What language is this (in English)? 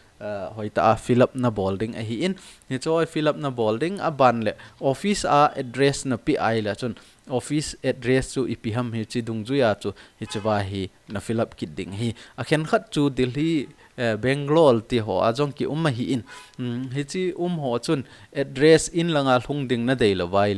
Thado Chin